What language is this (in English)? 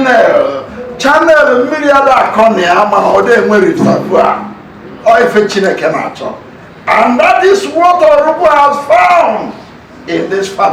Igbo